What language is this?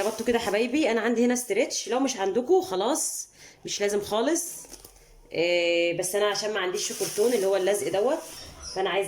Egyptian Arabic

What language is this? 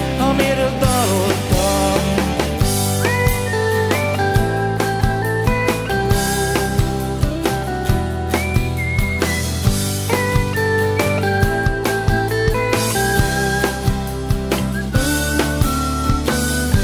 Hungarian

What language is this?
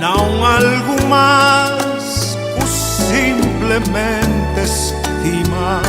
Papiamento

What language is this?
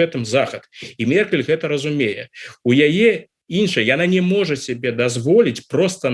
Belarusian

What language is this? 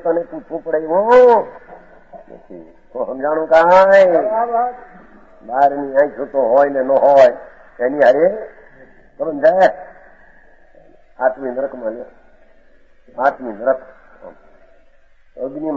Gujarati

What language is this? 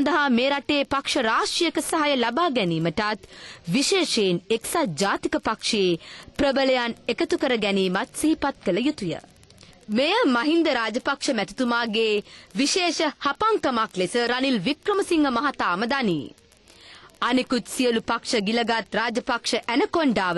Sinhala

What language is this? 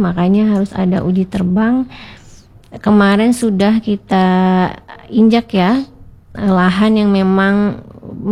Indonesian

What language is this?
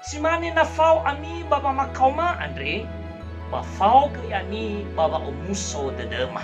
Nias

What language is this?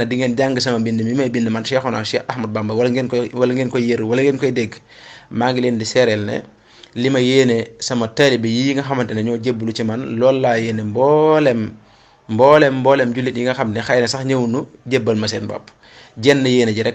Wolof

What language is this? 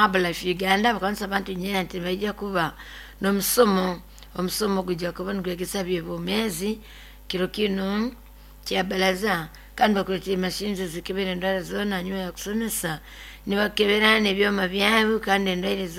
Nyoro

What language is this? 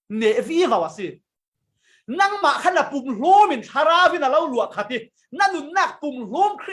Falam Chin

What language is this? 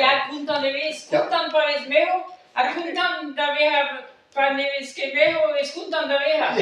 Breton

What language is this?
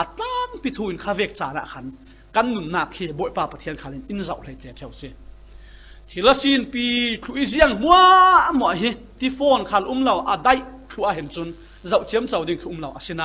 Falam Chin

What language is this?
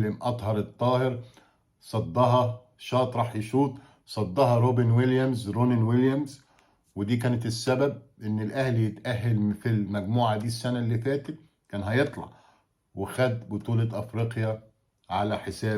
Egyptian Arabic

